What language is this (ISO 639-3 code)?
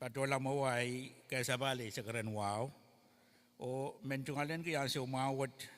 pon